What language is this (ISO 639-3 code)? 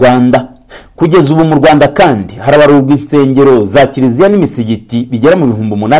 kin